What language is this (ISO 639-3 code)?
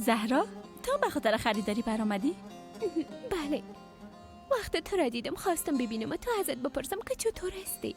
fas